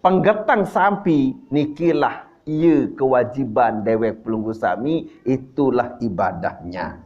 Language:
Sasak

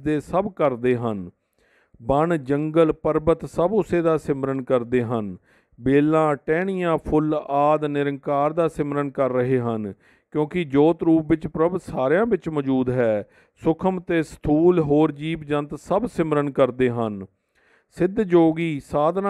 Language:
Punjabi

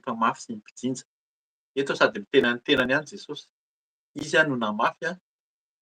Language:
Malagasy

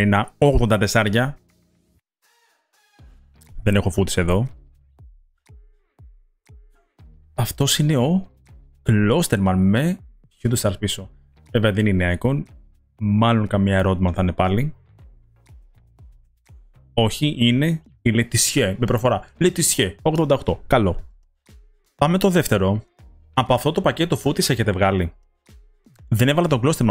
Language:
Greek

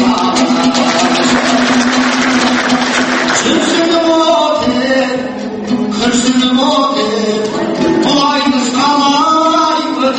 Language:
Kazakh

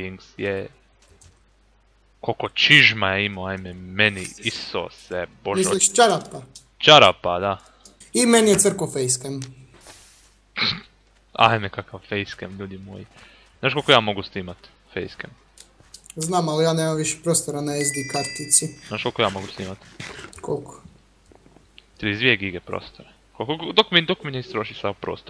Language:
Croatian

